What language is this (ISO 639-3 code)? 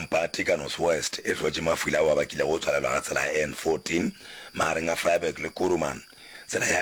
nso